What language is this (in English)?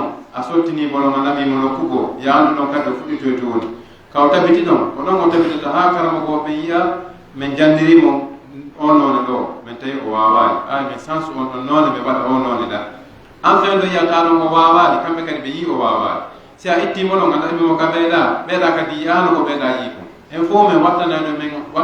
Pular